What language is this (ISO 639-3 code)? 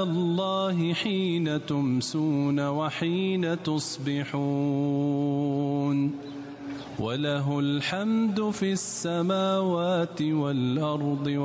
ara